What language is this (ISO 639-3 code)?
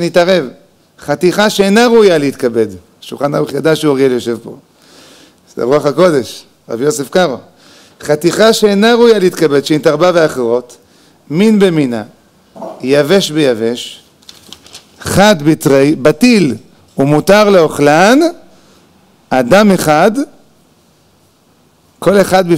heb